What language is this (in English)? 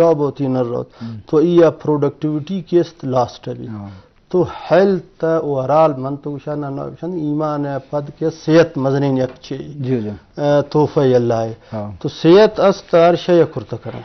Baluchi